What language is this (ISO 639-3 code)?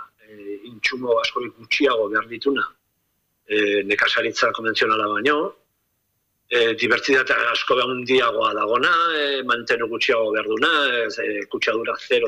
eus